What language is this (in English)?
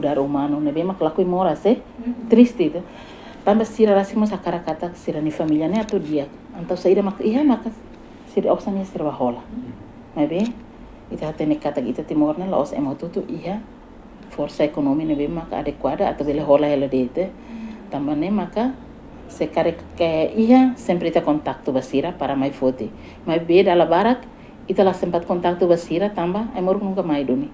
Tetum